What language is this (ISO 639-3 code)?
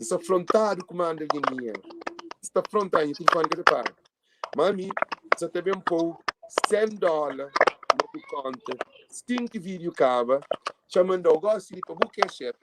kea